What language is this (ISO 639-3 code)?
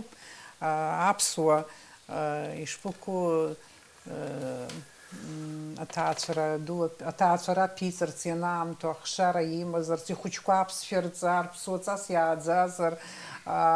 abk